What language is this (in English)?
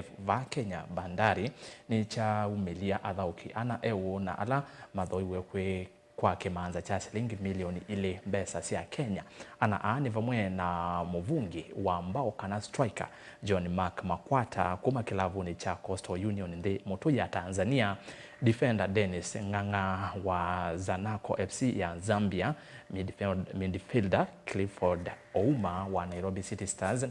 Kamba